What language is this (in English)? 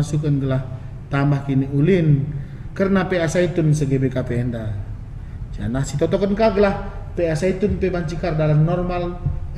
Batak Karo